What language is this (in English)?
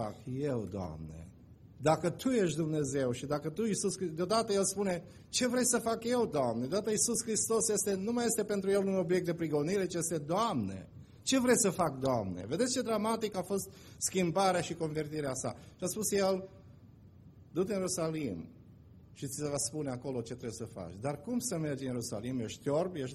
Romanian